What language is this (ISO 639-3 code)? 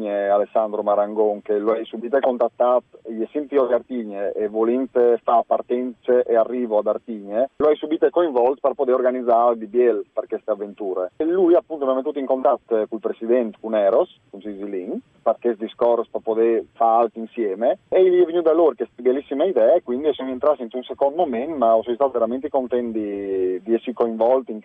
fur